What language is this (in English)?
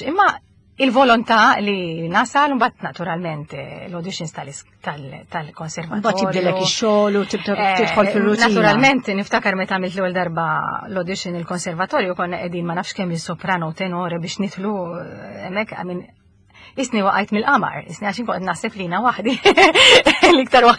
Maltese